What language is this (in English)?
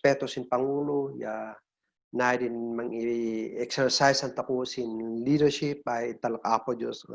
Kankanaey